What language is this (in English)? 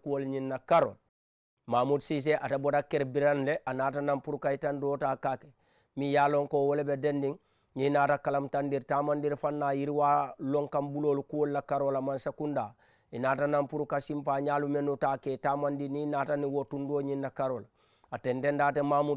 Mandingo